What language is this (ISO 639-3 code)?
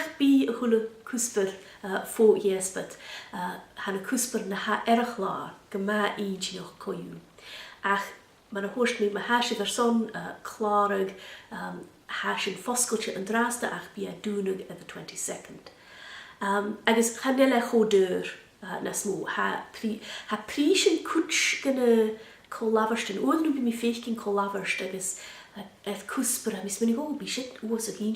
gla